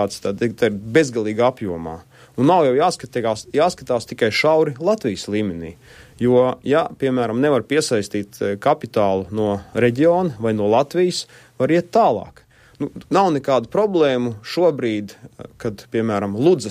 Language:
Latvian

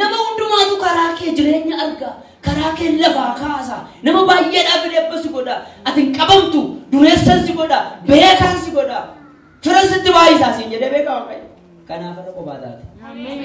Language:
Oromo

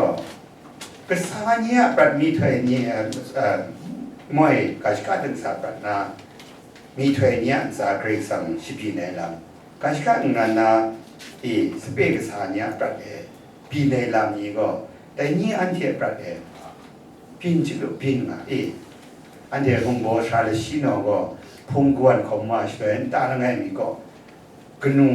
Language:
Kachin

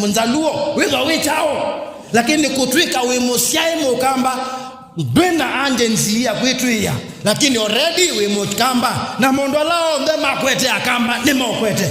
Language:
Kamba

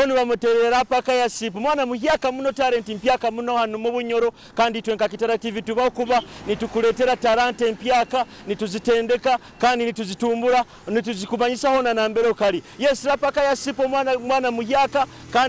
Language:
Nyoro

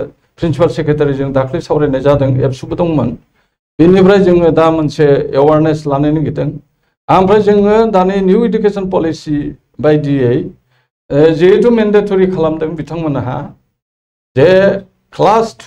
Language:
Bodo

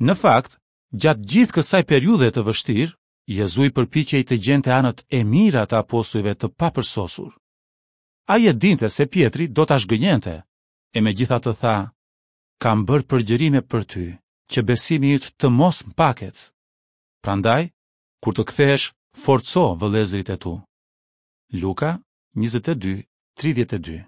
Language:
Albanian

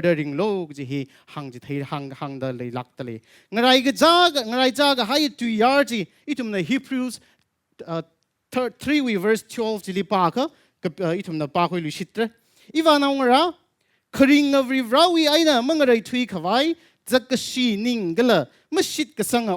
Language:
Tangkhul Naga (India)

